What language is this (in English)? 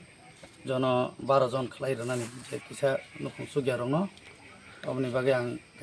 Kok Borok